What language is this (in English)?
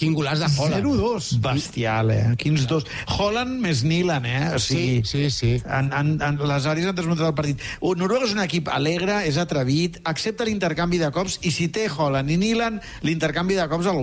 Catalan